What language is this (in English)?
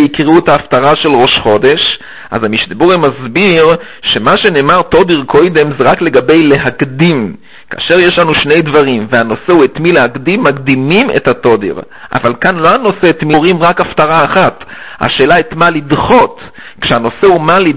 Hebrew